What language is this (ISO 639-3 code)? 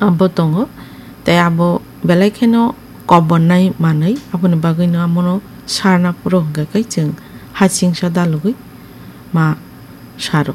trp